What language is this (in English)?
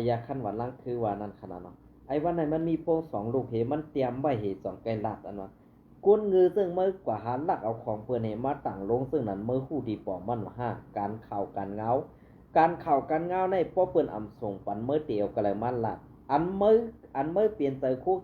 Shan